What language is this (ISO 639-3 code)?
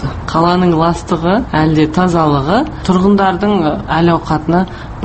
kaz